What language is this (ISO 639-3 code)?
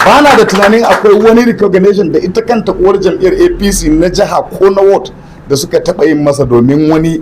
hau